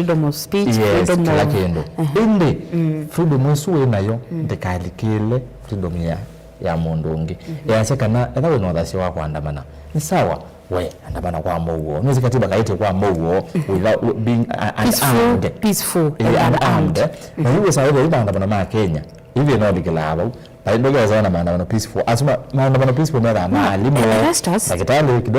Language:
Kamba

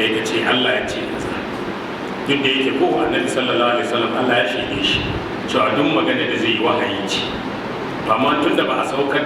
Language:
Hausa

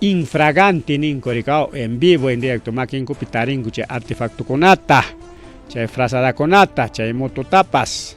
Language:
Ayacucho Quechua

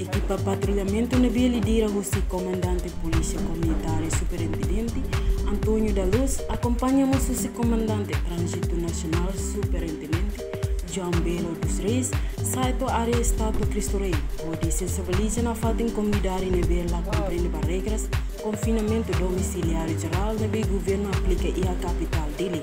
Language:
Tetum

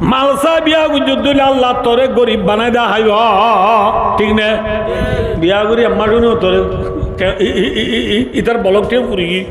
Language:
Rohingya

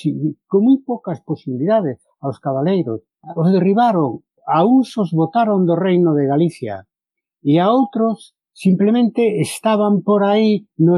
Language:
Galician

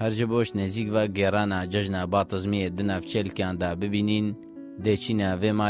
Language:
Kurdish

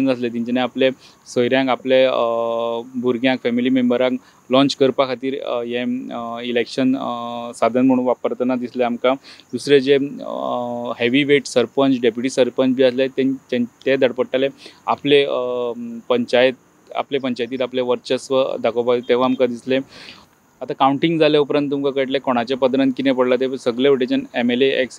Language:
Konkani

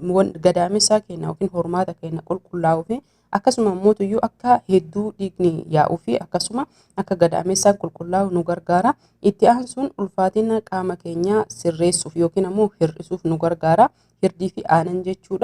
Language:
Oromo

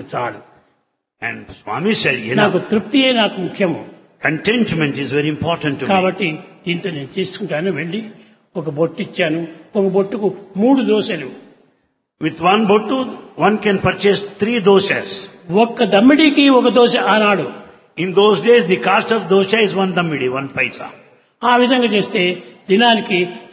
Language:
Telugu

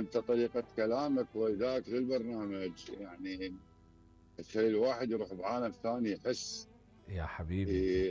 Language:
Mesopotamian Arabic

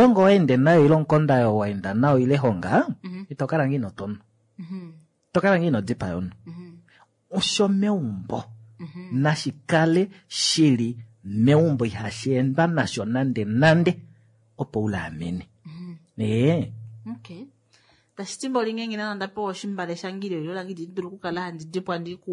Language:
Kuanyama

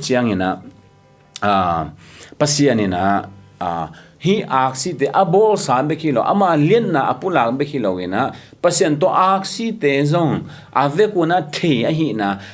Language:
Tedim Chin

